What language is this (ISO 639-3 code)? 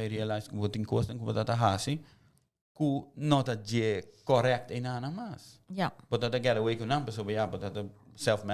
pap